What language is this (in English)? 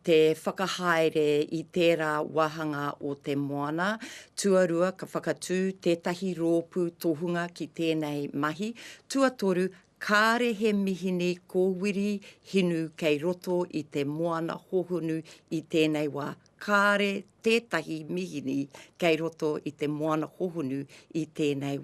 Māori